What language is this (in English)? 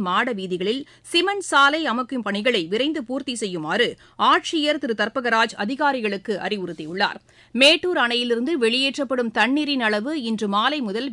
Tamil